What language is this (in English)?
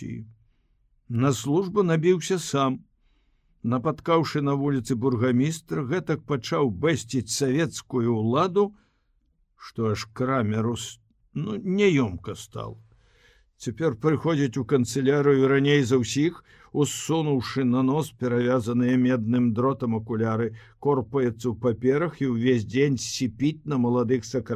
Belarusian